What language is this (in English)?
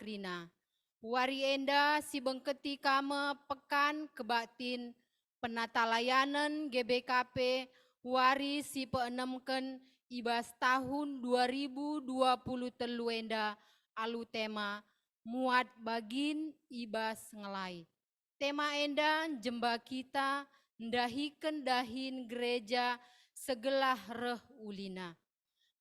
Batak Karo